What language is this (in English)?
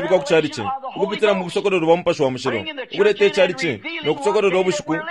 Bemba